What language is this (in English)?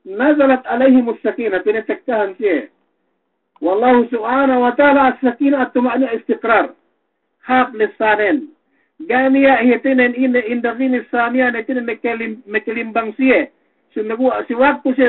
Yakan